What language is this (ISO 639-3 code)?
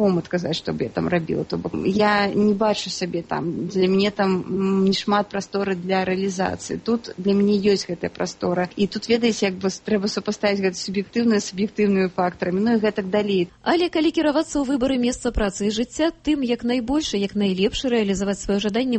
bel